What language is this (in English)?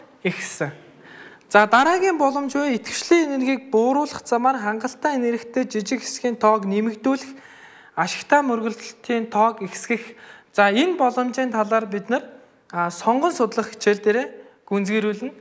Mongolian